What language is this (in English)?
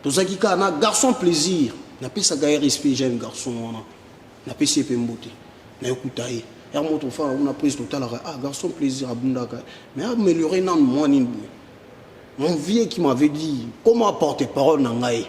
Lingala